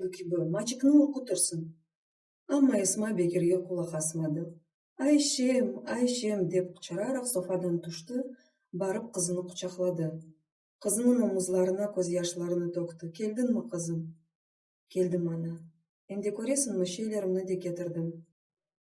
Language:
Crimean Tatar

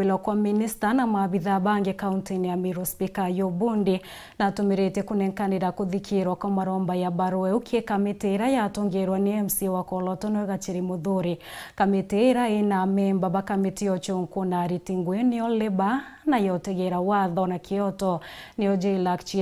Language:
Meru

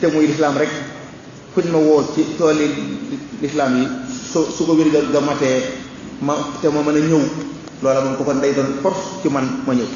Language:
Wolof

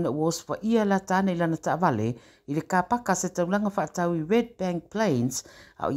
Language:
Samoan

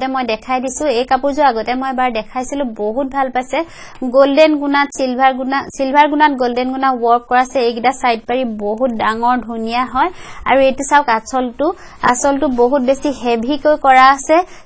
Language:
Assamese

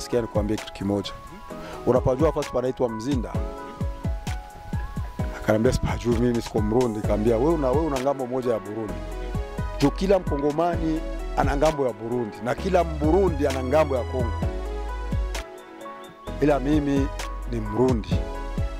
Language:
Swahili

